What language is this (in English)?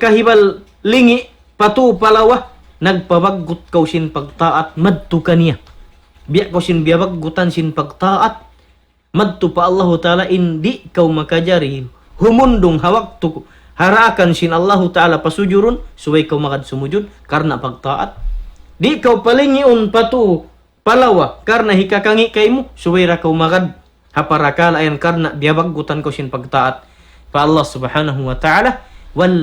Tausug